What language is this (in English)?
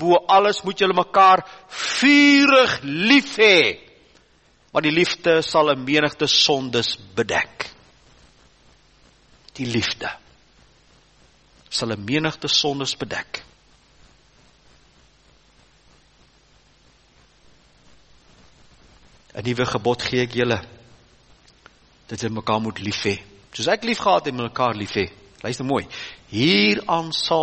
Afrikaans